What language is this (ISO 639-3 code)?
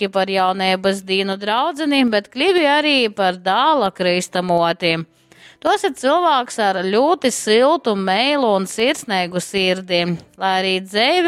ltg